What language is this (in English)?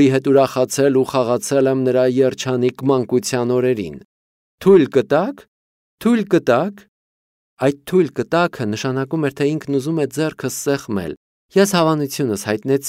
Armenian